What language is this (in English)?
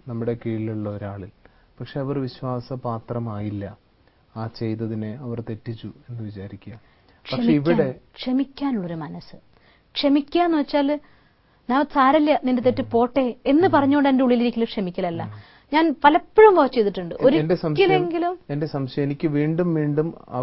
Malayalam